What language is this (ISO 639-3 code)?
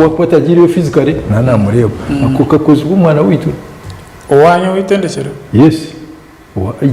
nyn